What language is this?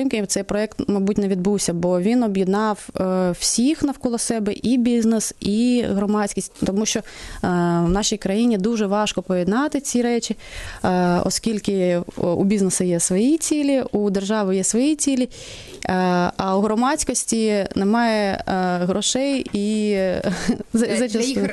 Ukrainian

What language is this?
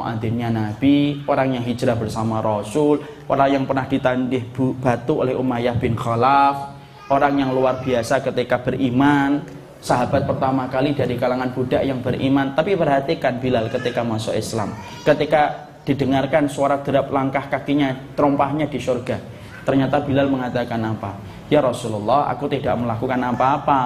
Indonesian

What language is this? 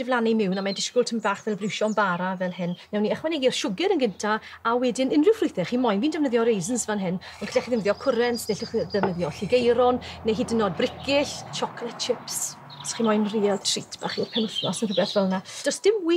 Welsh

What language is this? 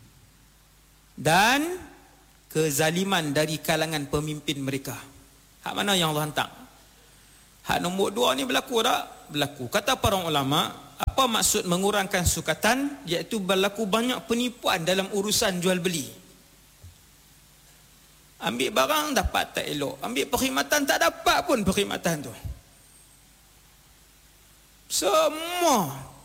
Malay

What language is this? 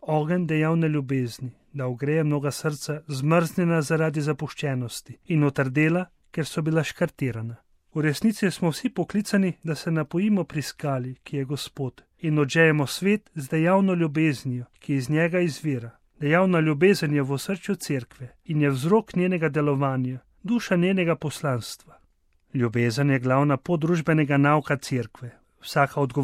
Slovenian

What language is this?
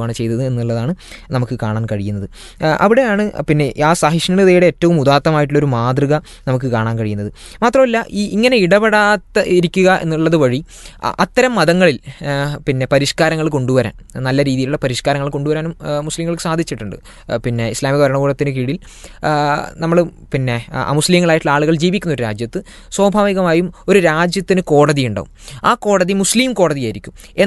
Malayalam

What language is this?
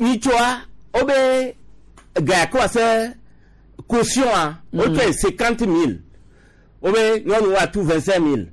Gen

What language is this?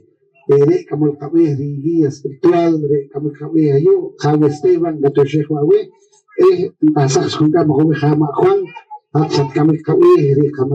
Poqomchi'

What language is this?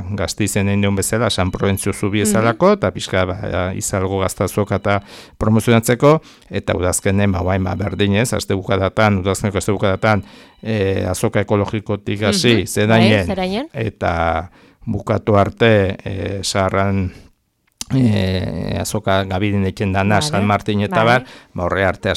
Basque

